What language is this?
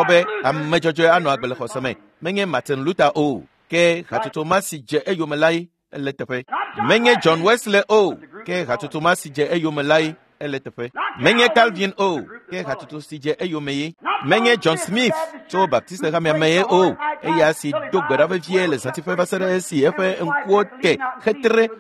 Ewe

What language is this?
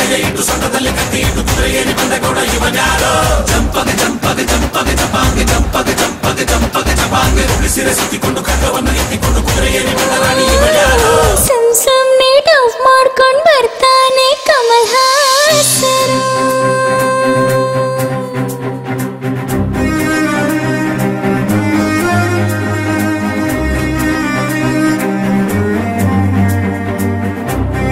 Kannada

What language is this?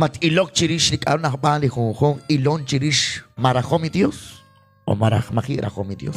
Kekchí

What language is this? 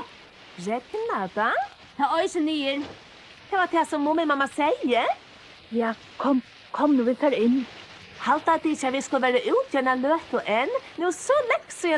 Faroese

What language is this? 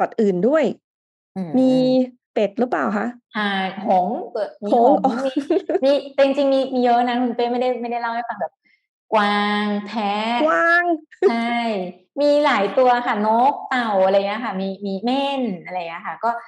Thai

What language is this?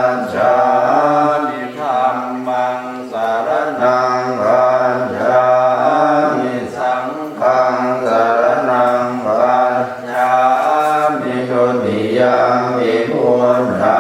Pali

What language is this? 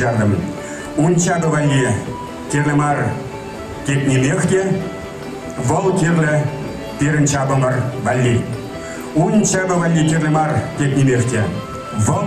Chuvash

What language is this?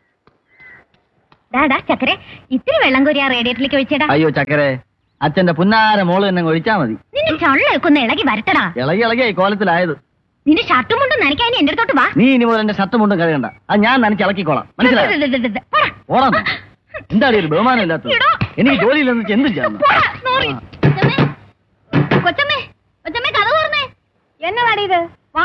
Malayalam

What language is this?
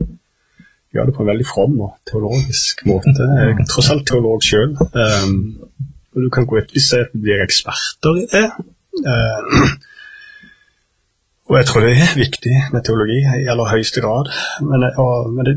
Norwegian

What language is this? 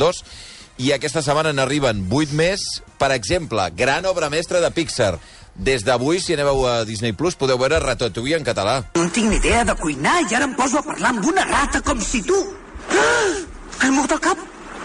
Catalan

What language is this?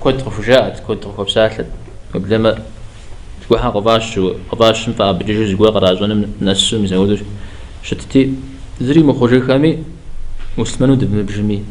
Kabardian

